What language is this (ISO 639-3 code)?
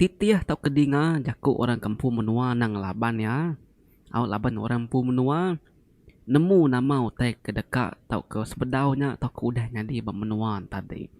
iba